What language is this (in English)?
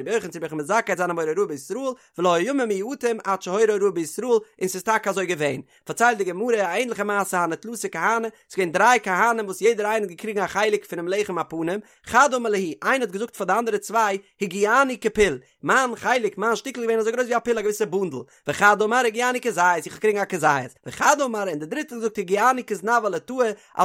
Yiddish